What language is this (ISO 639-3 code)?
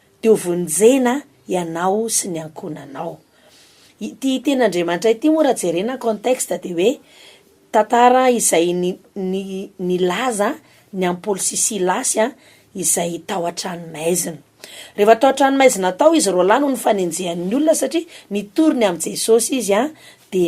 mlg